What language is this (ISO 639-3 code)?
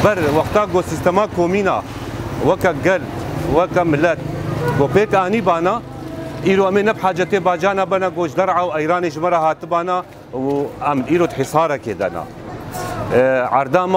kur